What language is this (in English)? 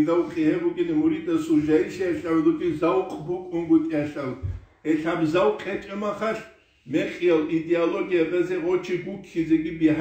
Avaric